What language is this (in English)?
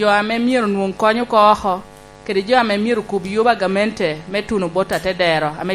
Lango (Uganda)